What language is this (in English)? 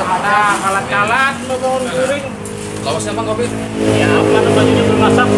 Banjar